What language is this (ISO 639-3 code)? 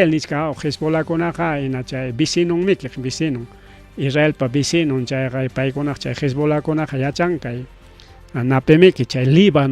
quy